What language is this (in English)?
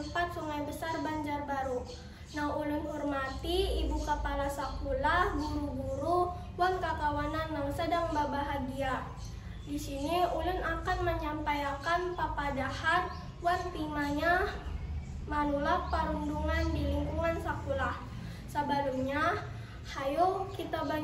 Banjar